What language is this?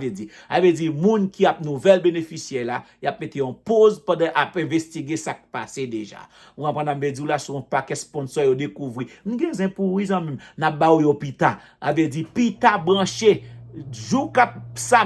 Haitian Creole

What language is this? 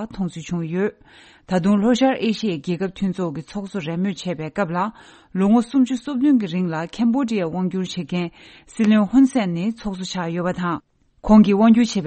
Tibetan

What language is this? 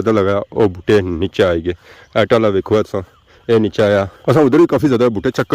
Pahari-Potwari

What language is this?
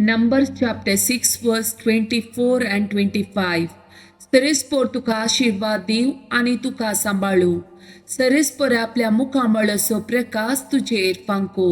Konkani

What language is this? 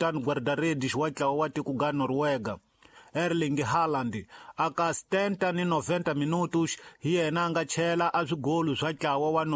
Tsonga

